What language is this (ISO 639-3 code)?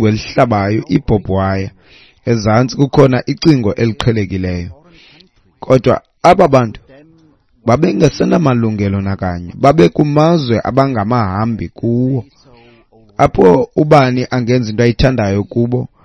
xho